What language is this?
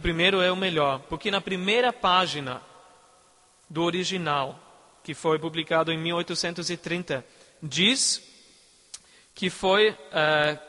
Portuguese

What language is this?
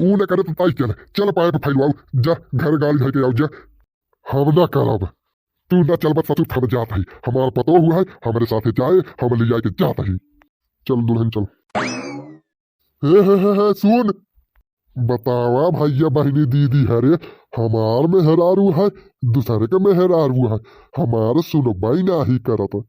Bhojpuri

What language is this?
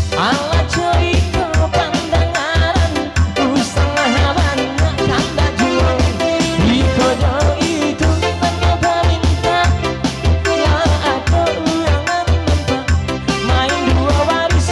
Minangkabau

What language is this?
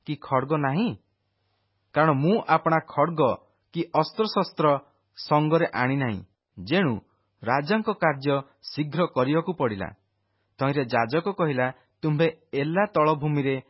Odia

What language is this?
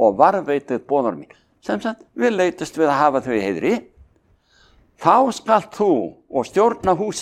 Icelandic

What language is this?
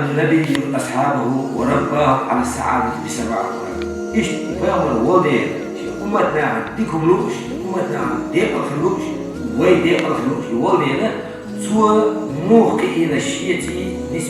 Chechen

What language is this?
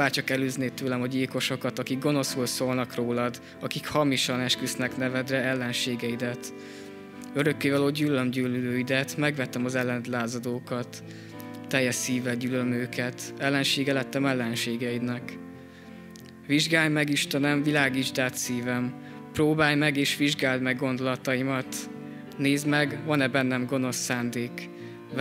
Hungarian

